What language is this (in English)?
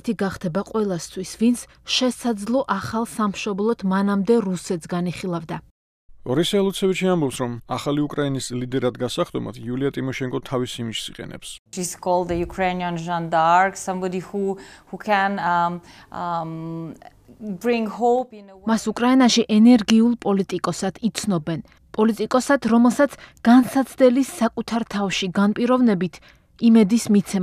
Georgian